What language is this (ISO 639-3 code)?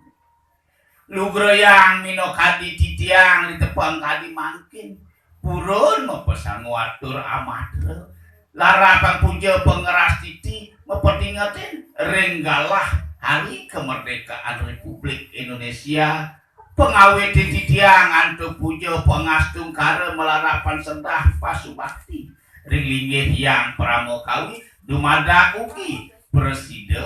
ban